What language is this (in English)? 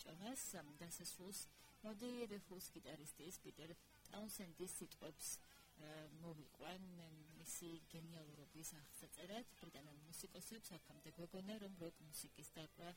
Georgian